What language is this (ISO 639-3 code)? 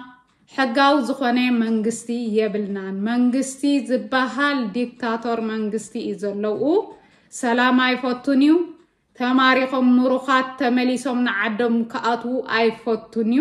tir